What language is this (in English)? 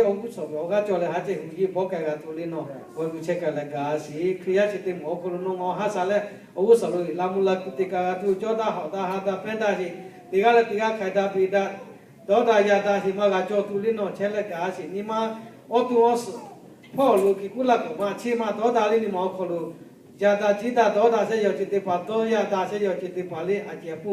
Lahu